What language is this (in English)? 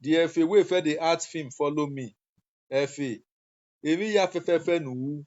Nigerian Pidgin